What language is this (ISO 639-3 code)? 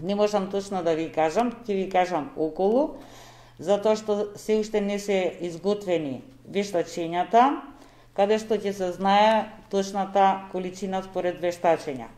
mkd